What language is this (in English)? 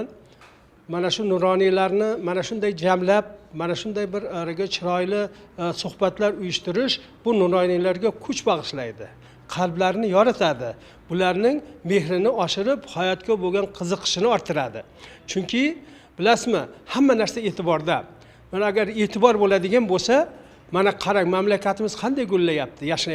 Uzbek